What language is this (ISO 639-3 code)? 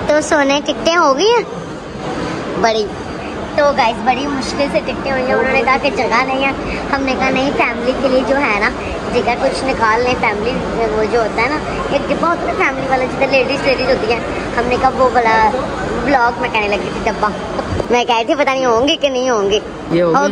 hin